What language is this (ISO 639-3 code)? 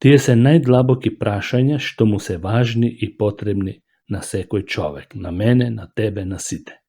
mkd